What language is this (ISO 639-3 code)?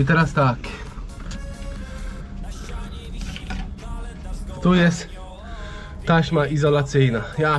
pol